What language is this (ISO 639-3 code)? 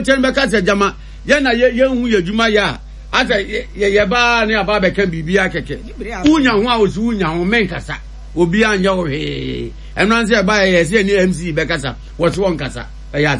aka